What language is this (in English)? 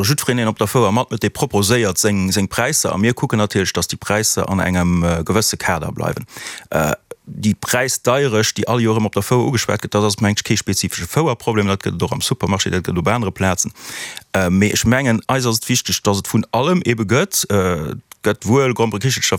Luxembourgish